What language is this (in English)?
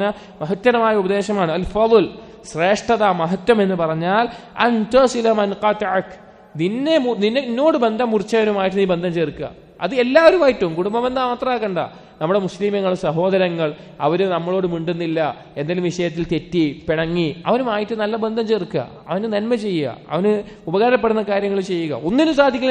Malayalam